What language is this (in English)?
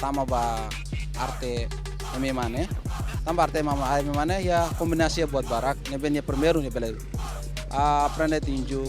Tetum